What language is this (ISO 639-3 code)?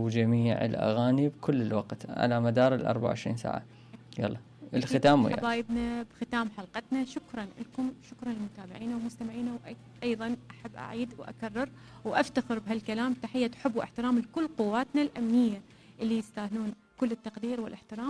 acm